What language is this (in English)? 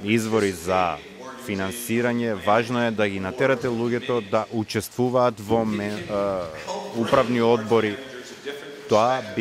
Macedonian